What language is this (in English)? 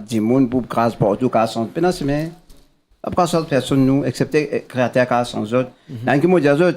Morisyen